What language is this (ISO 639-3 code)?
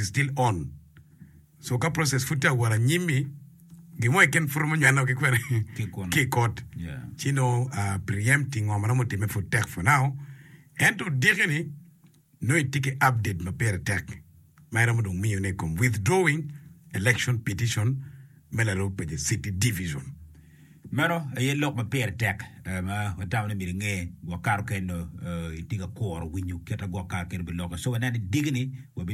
ach